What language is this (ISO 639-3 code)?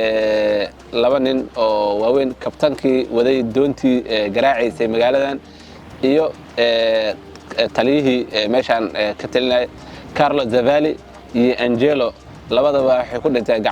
som